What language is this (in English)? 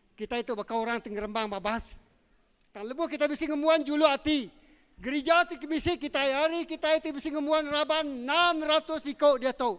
Iban